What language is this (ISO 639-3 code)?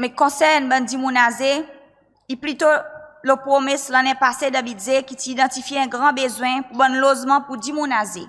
crs